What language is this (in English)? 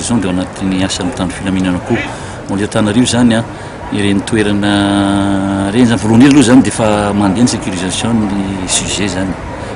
Malagasy